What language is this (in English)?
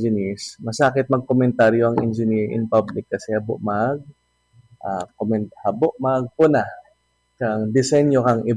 Bikol